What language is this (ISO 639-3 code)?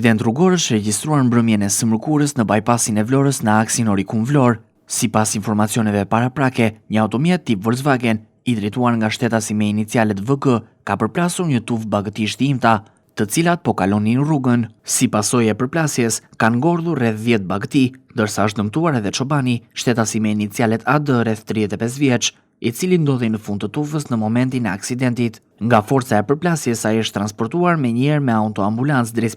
sqi